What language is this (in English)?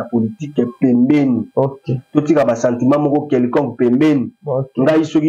Lingala